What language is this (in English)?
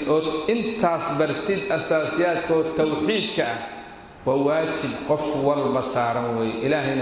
Somali